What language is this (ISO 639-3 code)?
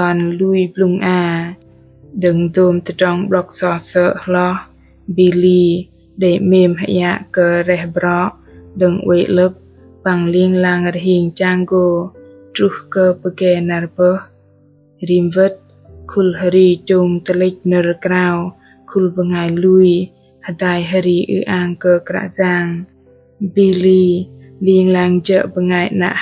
bdq